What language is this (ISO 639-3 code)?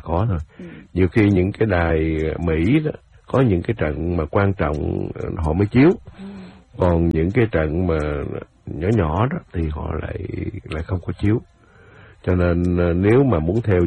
vie